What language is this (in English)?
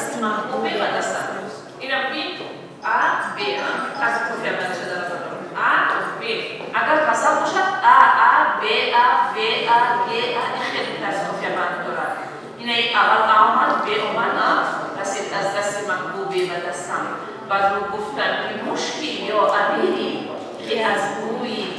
Tajik